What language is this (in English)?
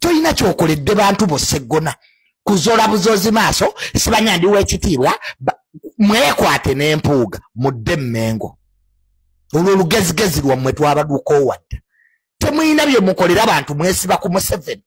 Ganda